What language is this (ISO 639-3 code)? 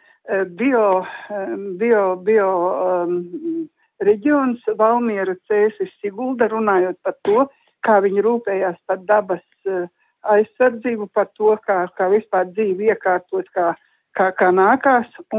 lav